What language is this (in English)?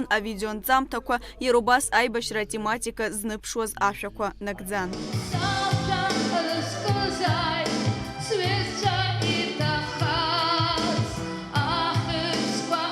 Abkhazian